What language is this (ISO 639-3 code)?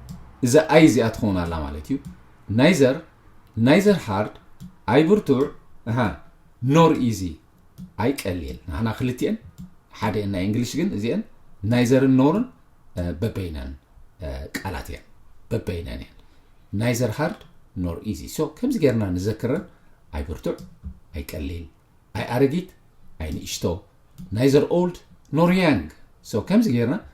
tir